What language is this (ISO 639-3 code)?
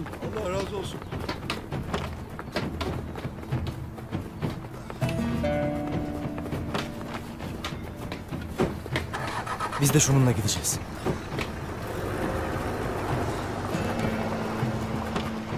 tur